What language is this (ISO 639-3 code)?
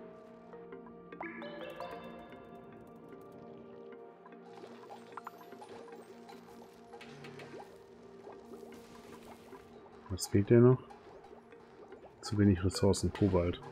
deu